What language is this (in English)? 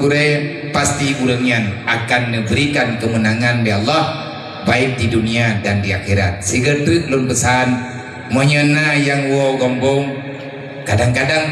Achinese